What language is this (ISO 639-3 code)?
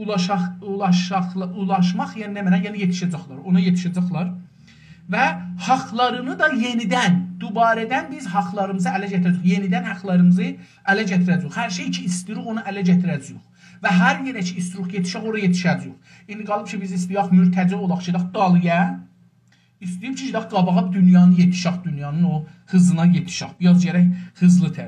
azb